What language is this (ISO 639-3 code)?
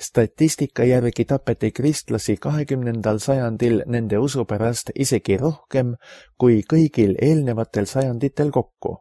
est